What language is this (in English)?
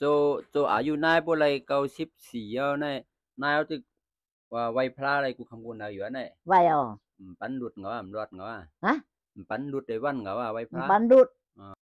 Shan